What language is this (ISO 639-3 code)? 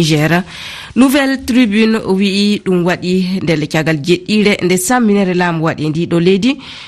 ful